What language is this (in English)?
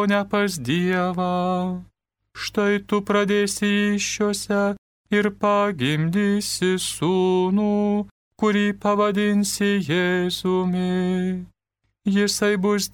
Lithuanian